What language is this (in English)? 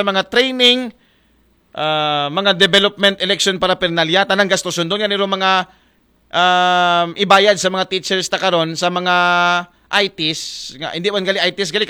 Aklanon